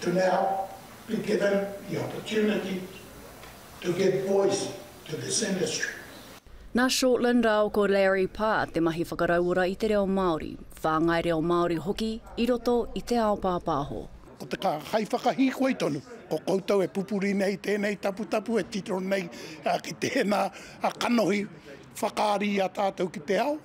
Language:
Māori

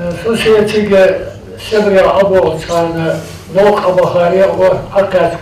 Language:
Ingush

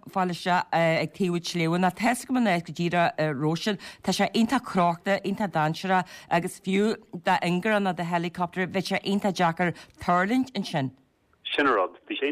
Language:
Irish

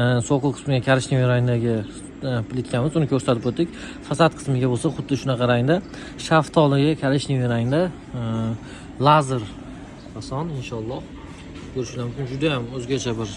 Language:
Uzbek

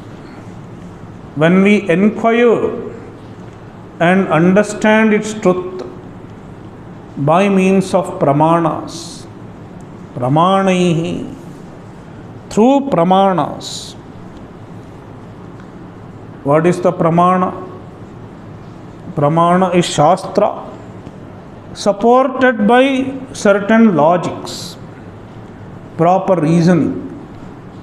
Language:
English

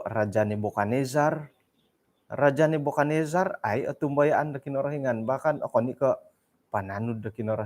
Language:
Central Dusun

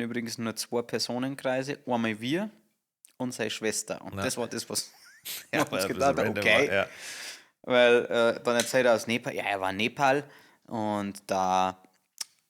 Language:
Bavarian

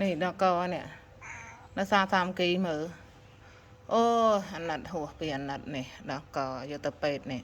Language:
Khmer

